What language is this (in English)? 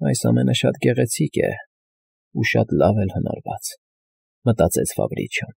Armenian